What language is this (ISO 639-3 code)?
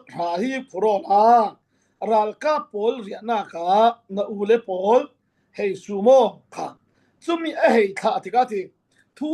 cfm